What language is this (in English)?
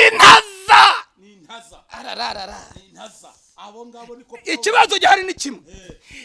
Kinyarwanda